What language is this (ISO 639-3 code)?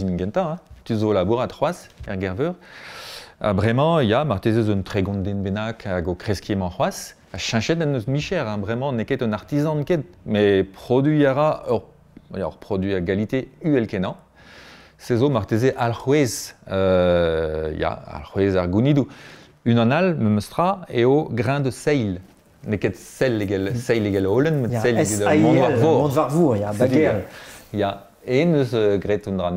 bre